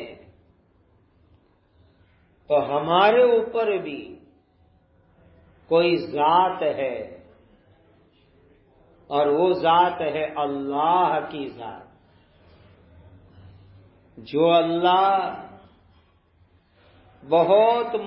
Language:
Urdu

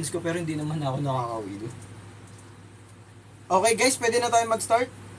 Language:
Filipino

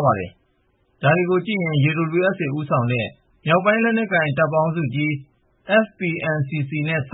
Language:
Burmese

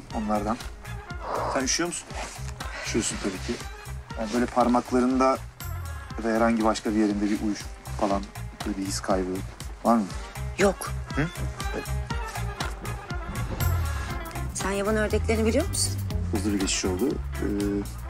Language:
Turkish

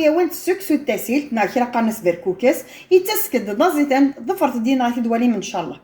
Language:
Kabyle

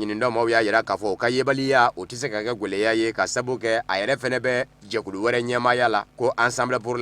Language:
Bambara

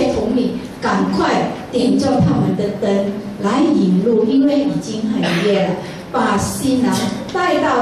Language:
Chinese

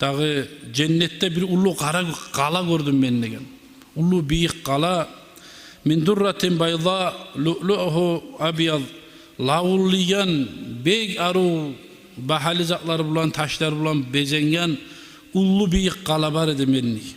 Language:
Kumyk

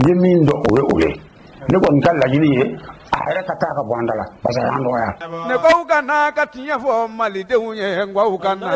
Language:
Bambara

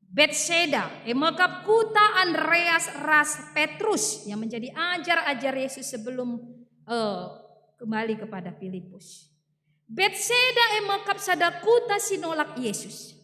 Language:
Batak Karo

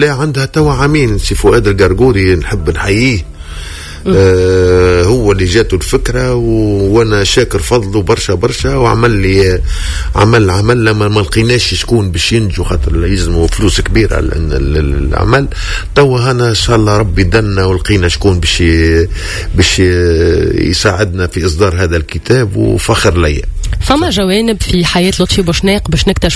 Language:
Tunisian Arabic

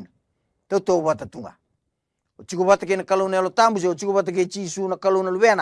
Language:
Fijian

